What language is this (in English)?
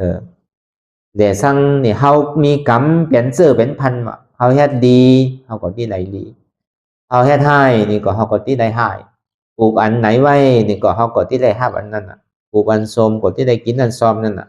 Shan